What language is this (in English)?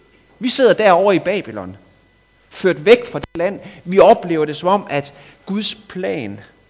Danish